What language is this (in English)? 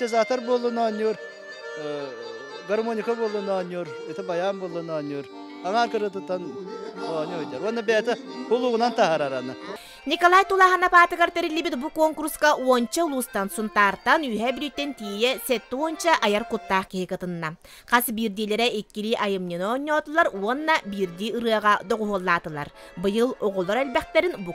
Yakut